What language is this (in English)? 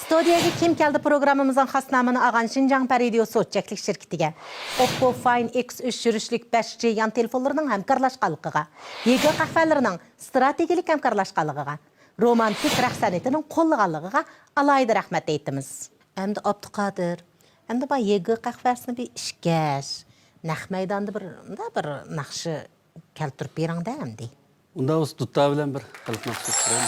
Uyghur